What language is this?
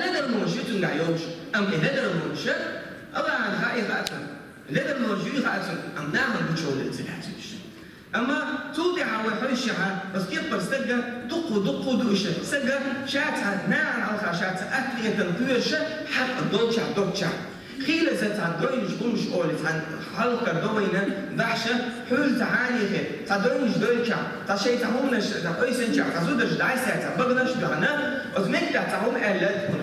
Chechen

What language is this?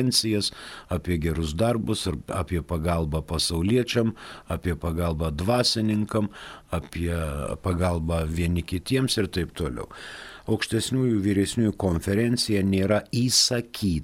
Lithuanian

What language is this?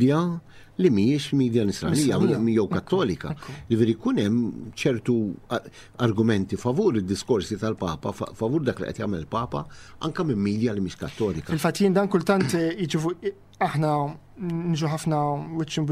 Maltese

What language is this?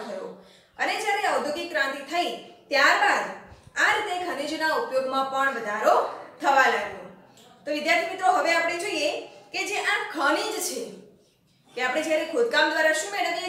Gujarati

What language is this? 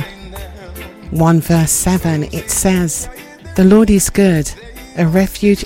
English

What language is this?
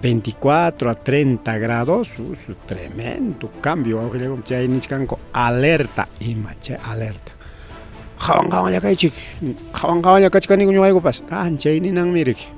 Ayacucho Quechua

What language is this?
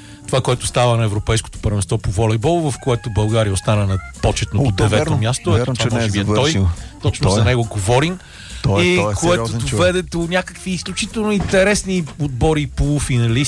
Bulgarian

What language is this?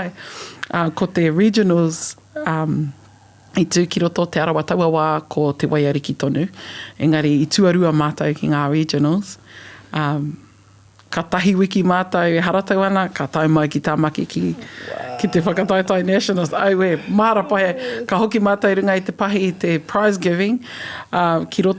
Māori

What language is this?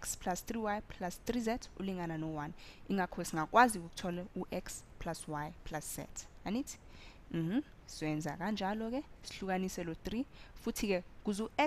Zulu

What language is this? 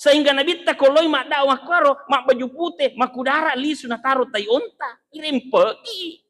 Buginese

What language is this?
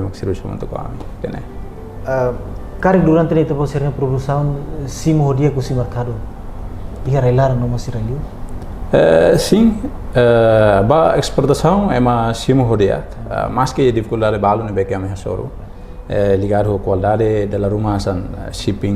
Tetum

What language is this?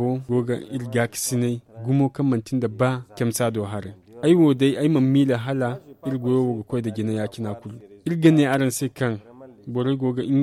Zarma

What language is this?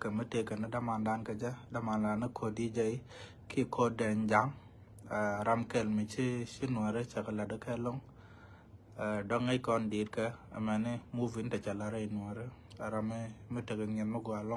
Nuer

